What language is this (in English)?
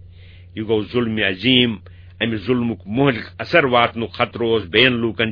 Kashmiri